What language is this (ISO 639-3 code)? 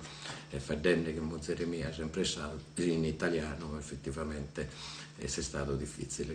srd